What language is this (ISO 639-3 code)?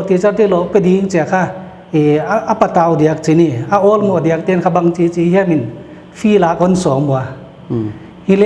pck